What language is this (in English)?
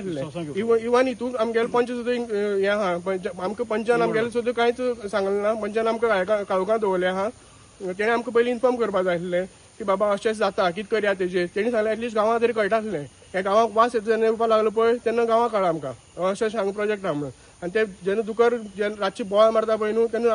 Konkani